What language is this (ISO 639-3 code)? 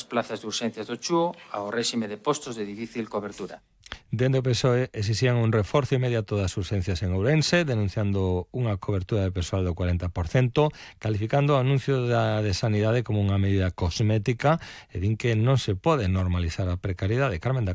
glg